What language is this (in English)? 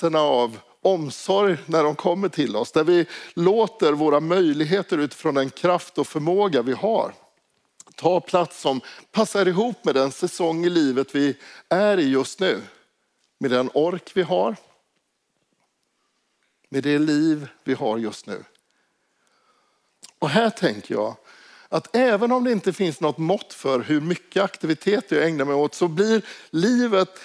Swedish